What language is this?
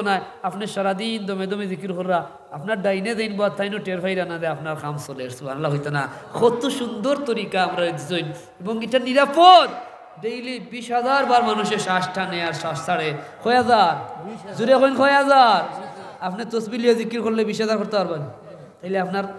Sylheti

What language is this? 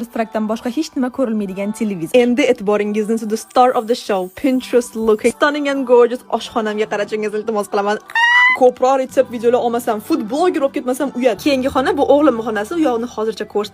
Uzbek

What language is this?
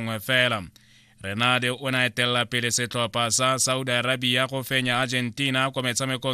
Tswana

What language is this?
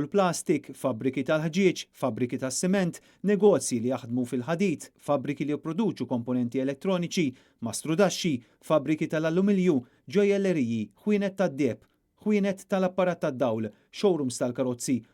Maltese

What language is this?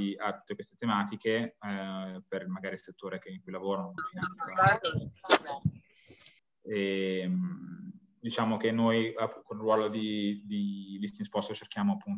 Italian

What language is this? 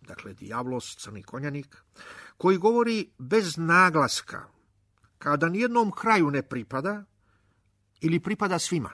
Serbian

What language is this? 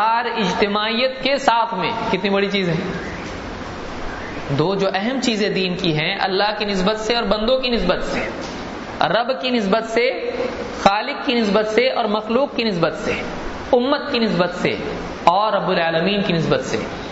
Urdu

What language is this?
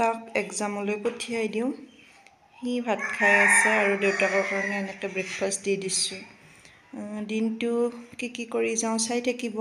Assamese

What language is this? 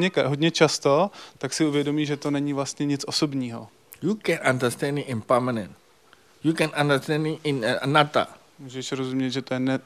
Czech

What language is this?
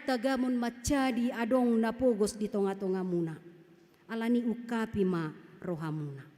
Batak Toba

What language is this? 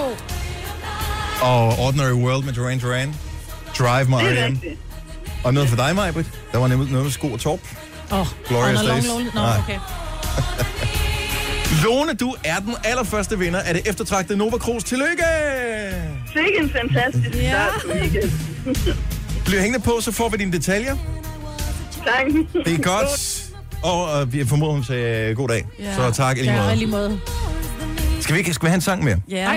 Danish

